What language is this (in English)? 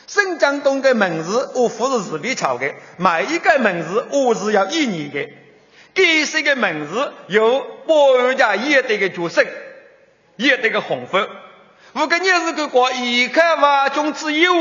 Chinese